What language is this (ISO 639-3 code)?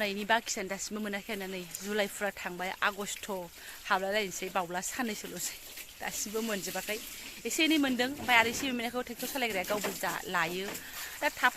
brx